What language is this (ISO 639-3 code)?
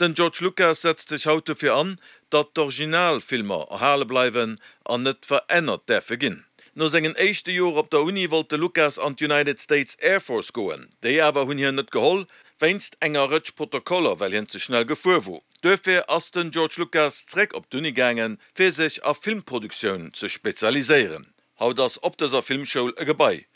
ltz